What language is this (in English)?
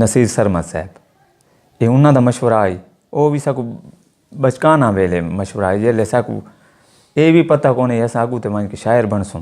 Saraiki